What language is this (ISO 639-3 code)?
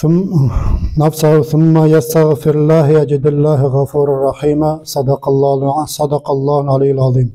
nog